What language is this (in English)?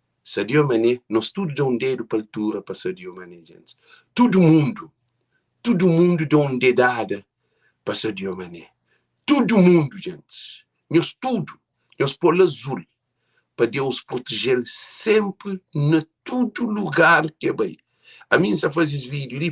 Kabuverdianu